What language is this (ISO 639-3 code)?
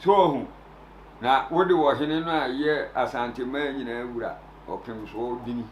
aka